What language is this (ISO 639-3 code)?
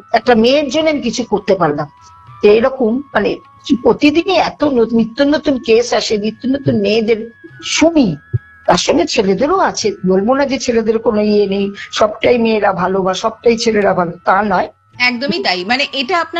ben